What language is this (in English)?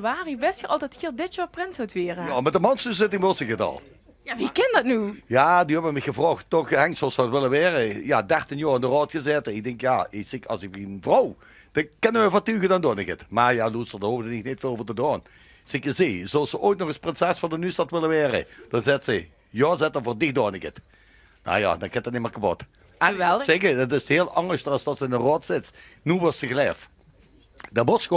Limburgish